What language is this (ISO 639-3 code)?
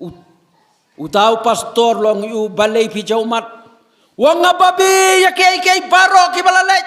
kha